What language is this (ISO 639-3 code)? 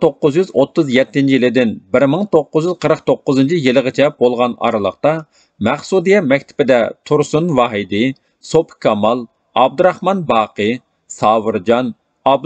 uig